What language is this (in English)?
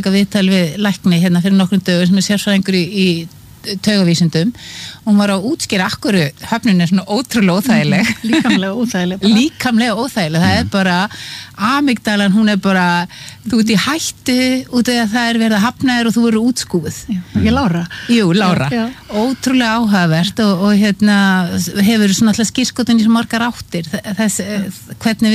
Icelandic